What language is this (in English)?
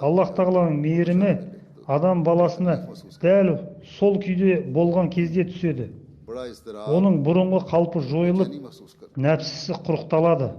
Kazakh